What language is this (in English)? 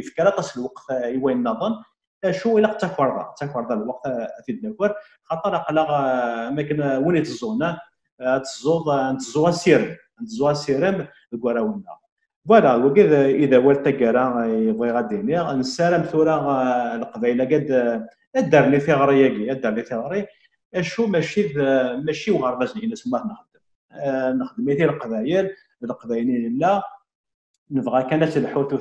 Kabyle